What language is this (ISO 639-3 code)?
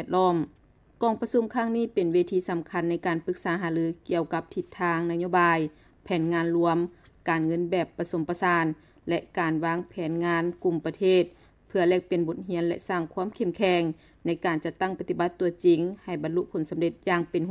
lao